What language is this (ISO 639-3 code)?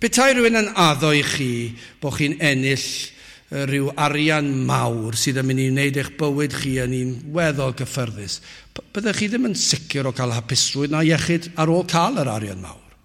cym